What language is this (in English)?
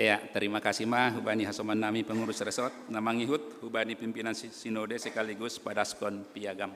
Batak Simalungun